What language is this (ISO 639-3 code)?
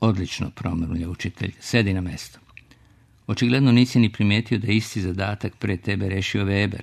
srp